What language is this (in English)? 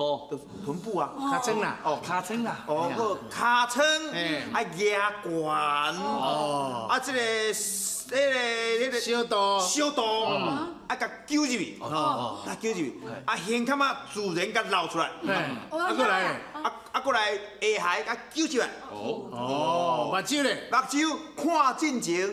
Min Nan Chinese